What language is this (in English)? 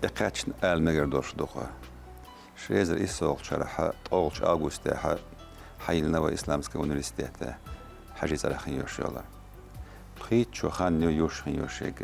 Chechen